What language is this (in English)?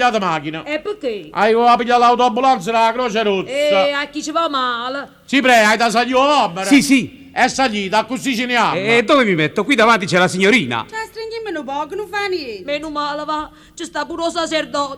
Neapolitan